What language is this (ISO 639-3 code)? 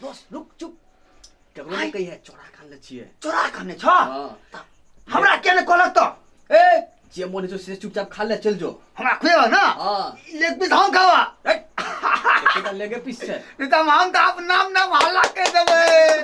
mai